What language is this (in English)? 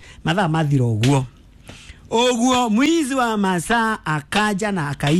Kikuyu